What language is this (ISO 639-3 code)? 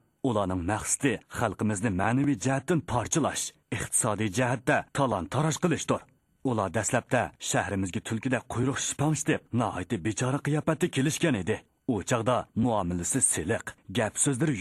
uig